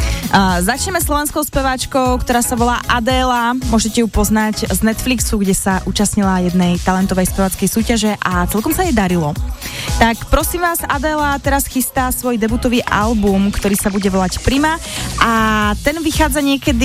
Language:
Slovak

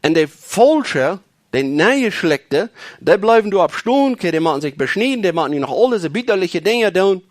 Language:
Plautdietsch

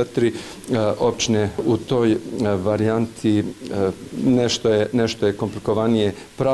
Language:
Bosnian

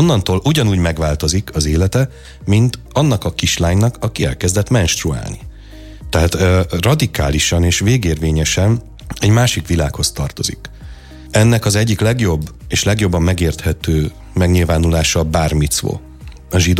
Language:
Hungarian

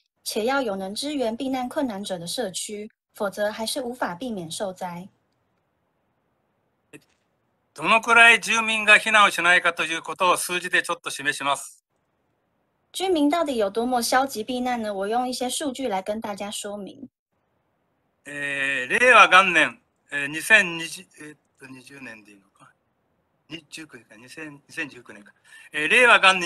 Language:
Japanese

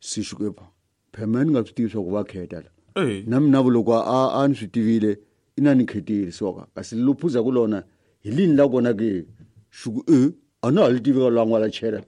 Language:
Tsonga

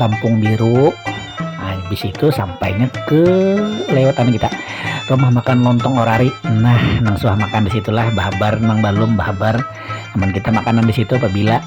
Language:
Banjar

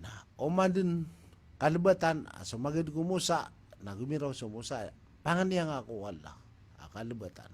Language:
Maranao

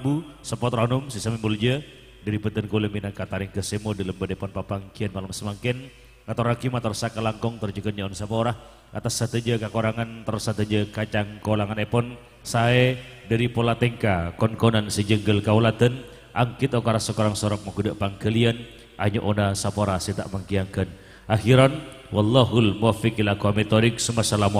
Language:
Madurese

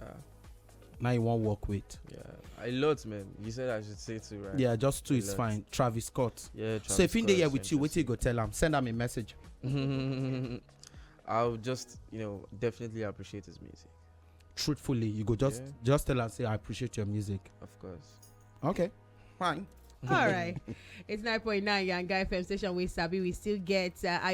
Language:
Nigerian Pidgin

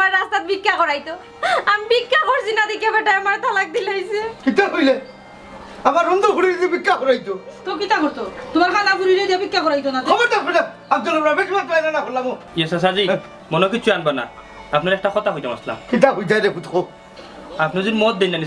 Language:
Sylheti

